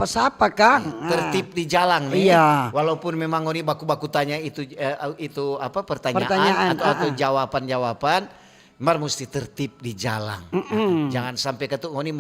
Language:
Manado Malay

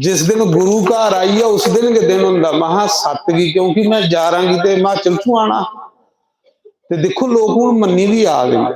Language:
Dogri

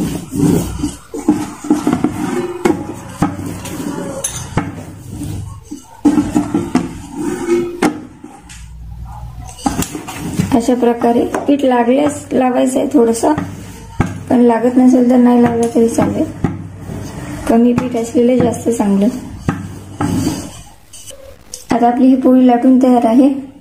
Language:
Marathi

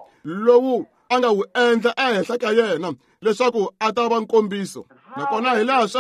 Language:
Tsonga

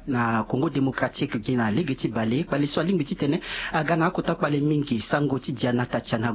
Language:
Sango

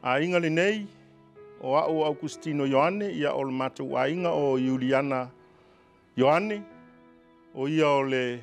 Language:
Samoan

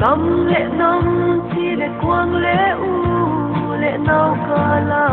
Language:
Paite Chin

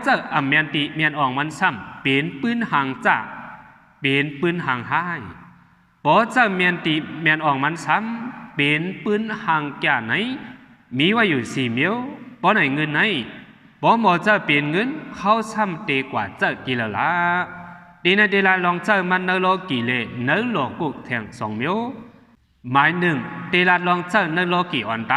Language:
Shan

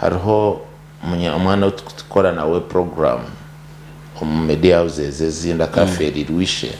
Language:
Nyankole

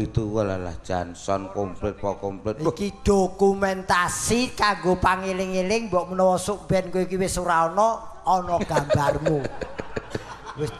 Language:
Javanese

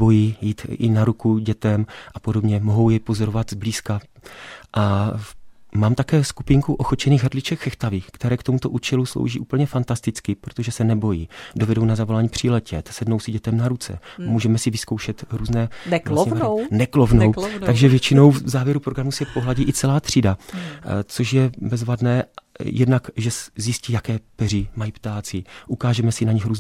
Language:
Czech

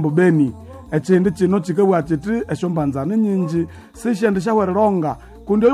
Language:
Nande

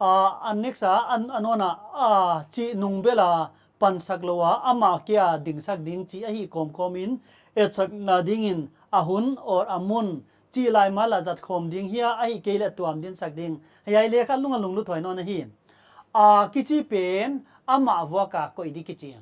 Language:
Paite Chin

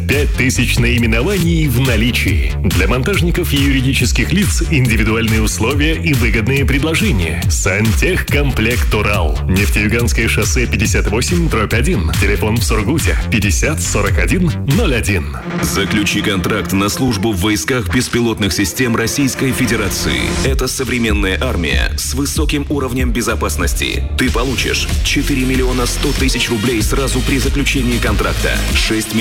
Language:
Russian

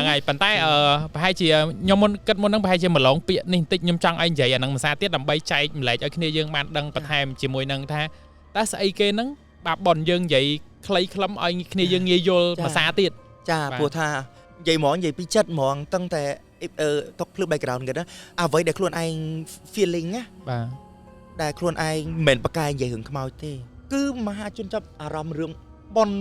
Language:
Khmer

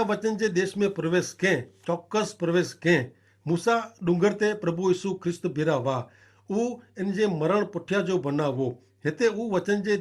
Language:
Kachhi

